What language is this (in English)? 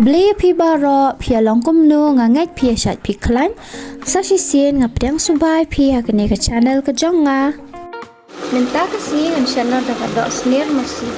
Khasi